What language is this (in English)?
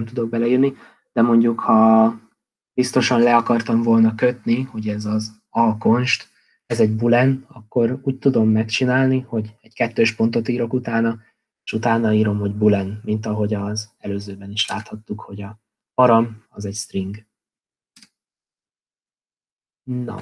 Hungarian